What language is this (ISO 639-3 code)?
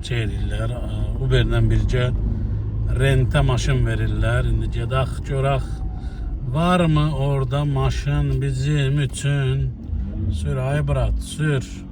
aze